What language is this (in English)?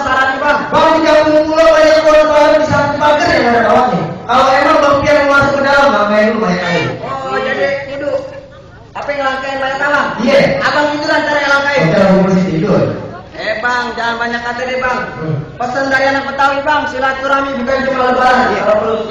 Betawi